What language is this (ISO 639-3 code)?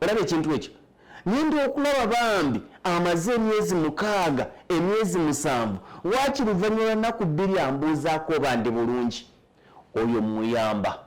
lug